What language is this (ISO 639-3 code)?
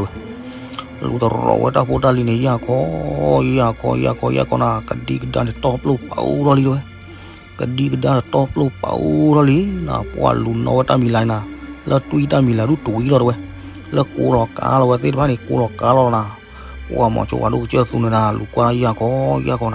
ksw